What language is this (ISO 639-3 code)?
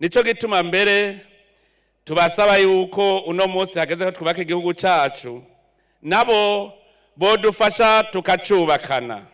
run